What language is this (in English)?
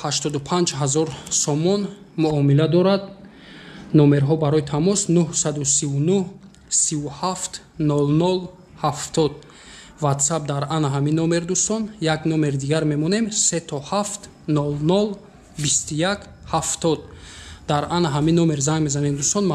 Tajik